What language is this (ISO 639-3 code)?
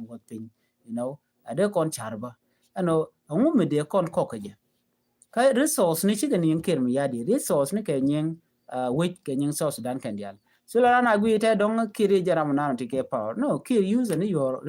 nus